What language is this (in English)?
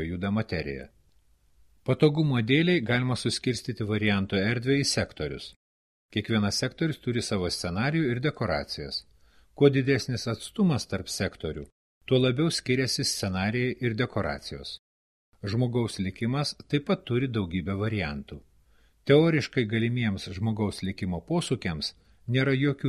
Lithuanian